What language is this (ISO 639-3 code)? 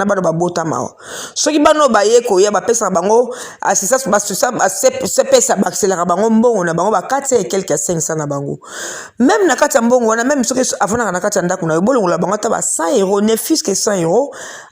lin